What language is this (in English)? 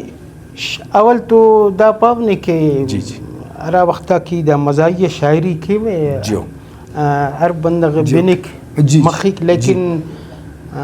Brahui